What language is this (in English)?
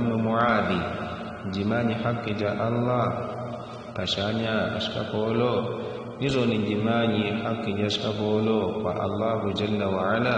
Yao